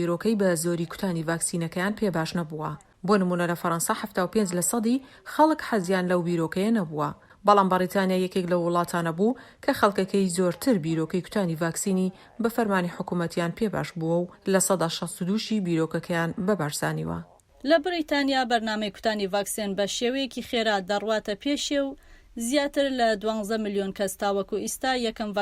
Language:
Central Kurdish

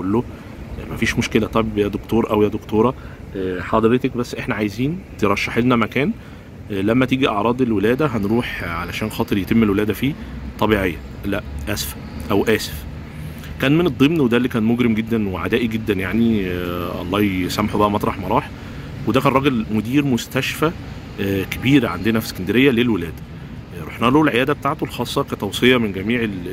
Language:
Egyptian Arabic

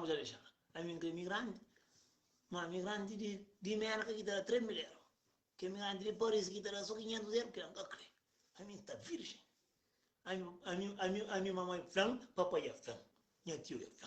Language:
Kabuverdianu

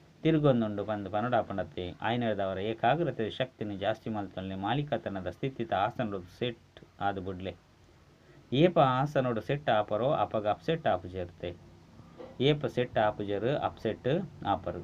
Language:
Tulu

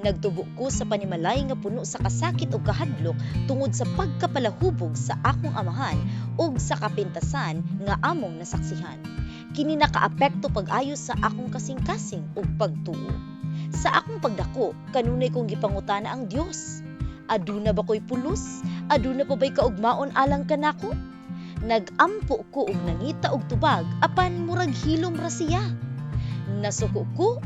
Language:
Cebuano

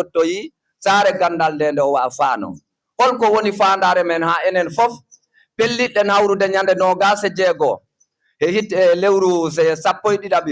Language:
Fula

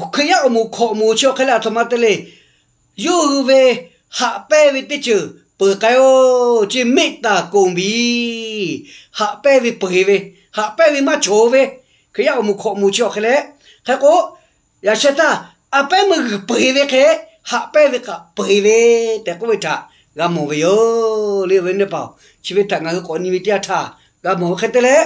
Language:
Lahu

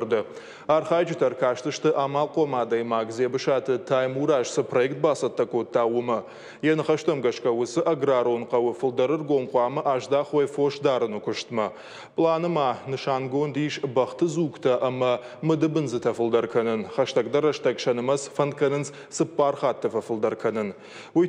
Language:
Ossetic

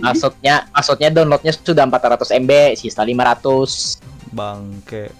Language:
Banjar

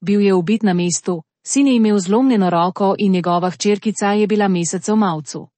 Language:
Slovenian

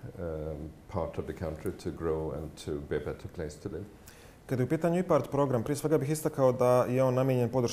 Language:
Bosnian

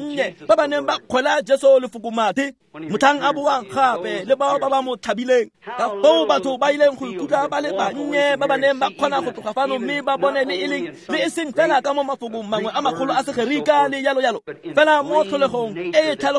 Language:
Tswana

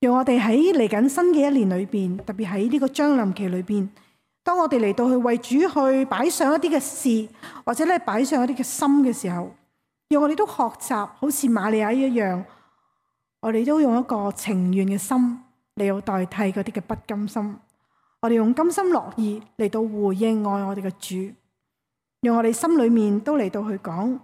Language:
Cantonese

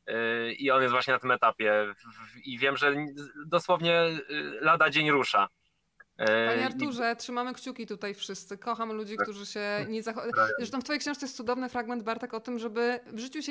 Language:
Polish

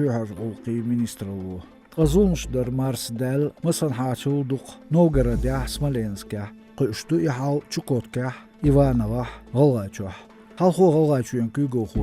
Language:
Chechen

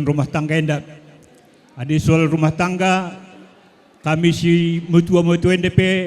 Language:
Batak Karo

